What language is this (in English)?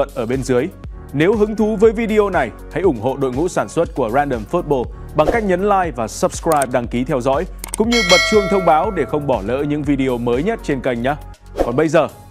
Vietnamese